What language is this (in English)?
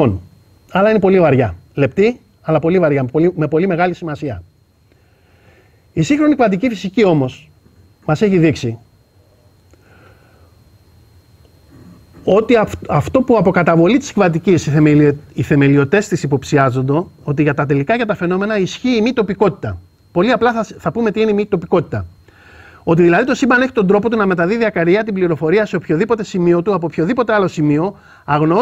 Greek